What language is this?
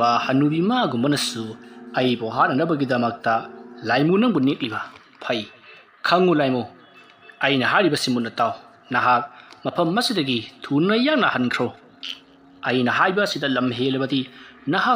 Manipuri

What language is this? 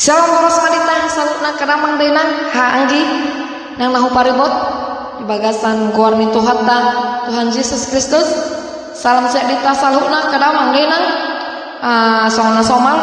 Batak Toba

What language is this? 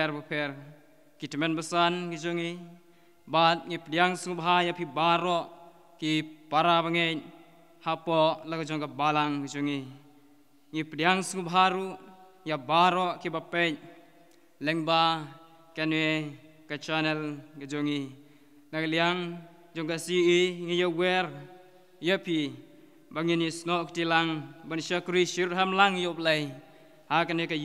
Khasi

